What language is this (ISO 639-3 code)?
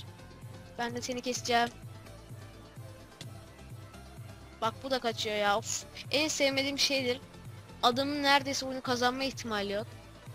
tur